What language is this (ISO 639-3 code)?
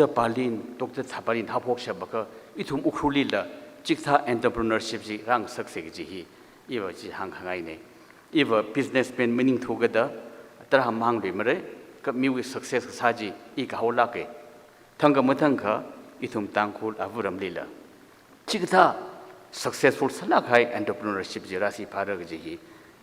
nmf